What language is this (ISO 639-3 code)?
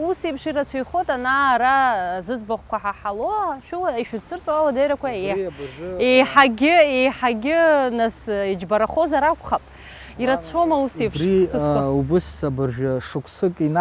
abk